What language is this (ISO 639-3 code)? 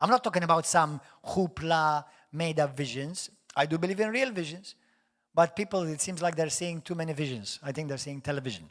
eng